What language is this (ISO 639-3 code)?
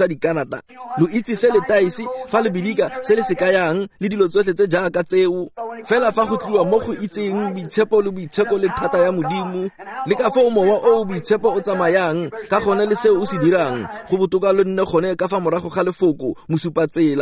tsn